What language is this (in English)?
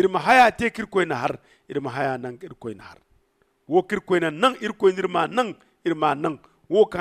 Zarma